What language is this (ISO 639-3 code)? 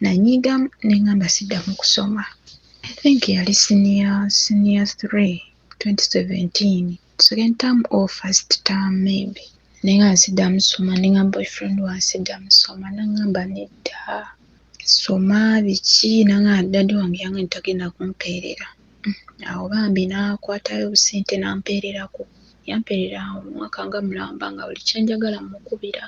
lug